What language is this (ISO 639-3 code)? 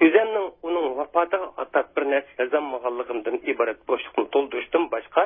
uig